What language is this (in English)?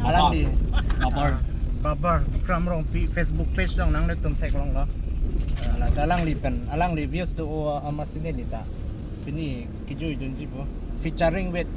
Karbi